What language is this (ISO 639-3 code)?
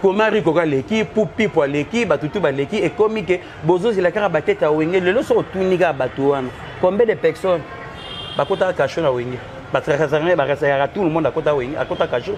lin